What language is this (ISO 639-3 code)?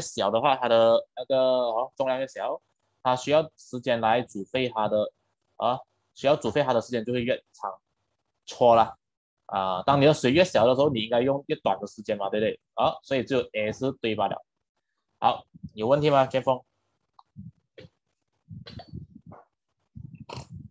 zho